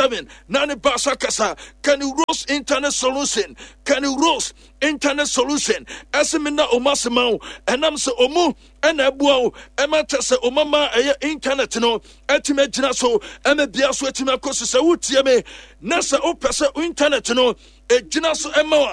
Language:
Akan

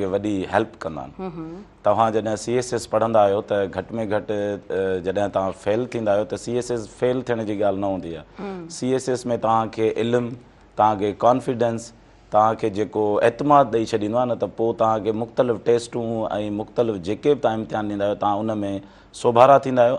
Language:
Sindhi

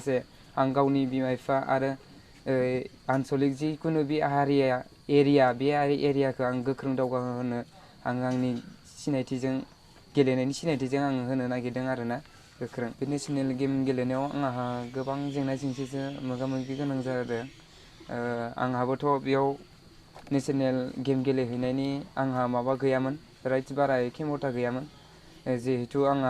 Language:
Bodo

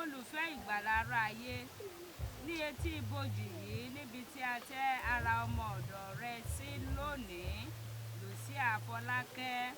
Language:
Yoruba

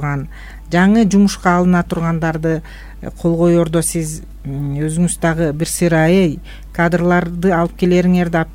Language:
Kyrgyz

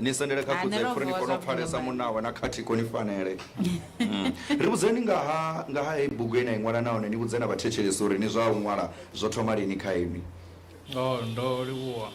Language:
Venda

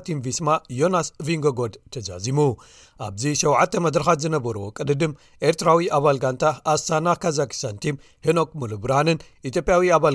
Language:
Tigrinya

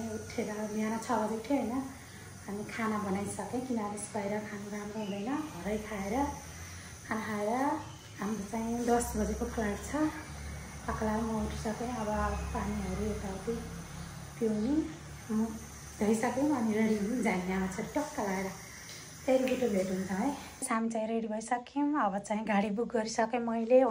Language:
Nepali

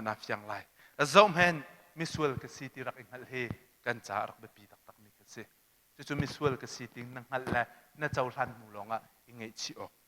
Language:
Hakha Chin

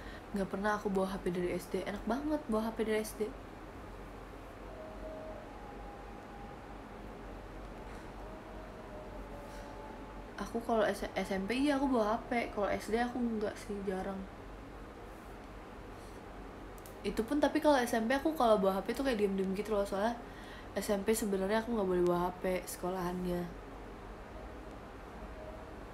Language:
Indonesian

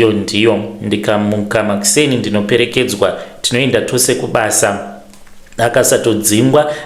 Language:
Shona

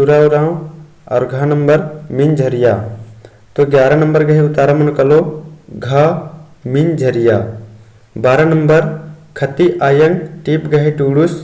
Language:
Kurukh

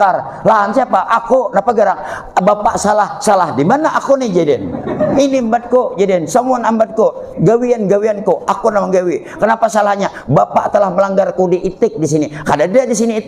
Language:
Banjar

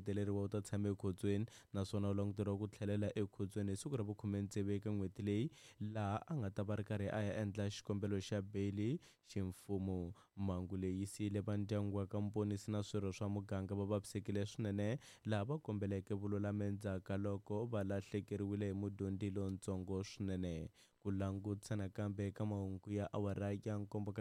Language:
Tsonga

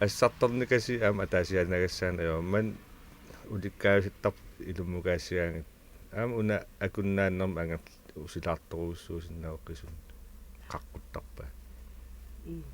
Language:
Kalaallisut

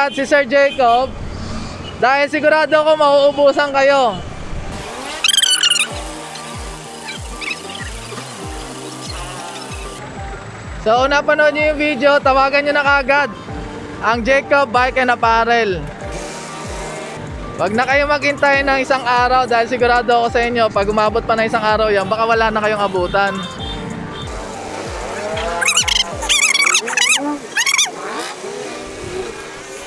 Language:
Filipino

